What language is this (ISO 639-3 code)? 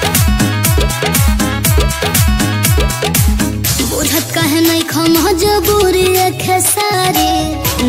bho